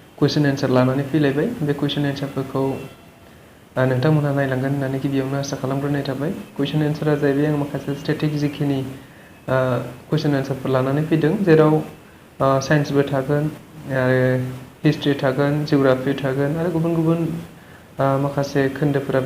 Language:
Bodo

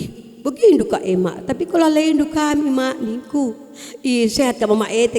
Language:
Batak Karo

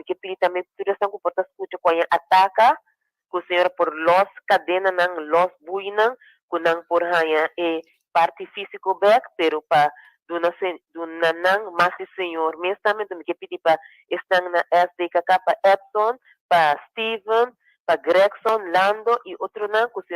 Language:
Papiamento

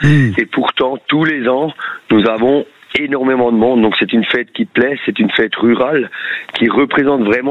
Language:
French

